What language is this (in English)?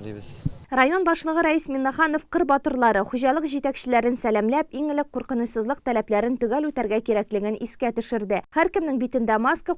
Tatar